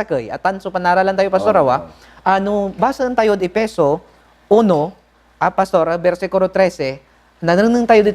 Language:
Pangasinan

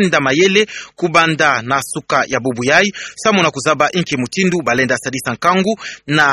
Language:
Kituba (Democratic Republic of Congo)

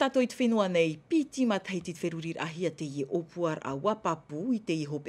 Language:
Tahitian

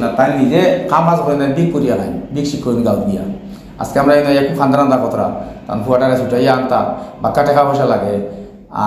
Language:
Sylheti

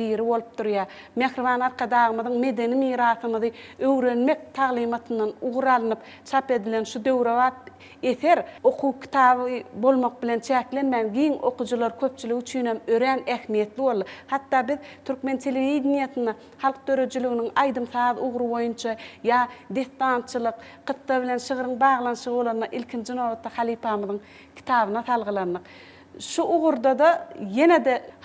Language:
Turkmen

